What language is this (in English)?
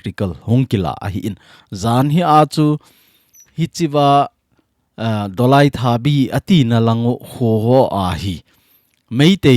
Thado Chin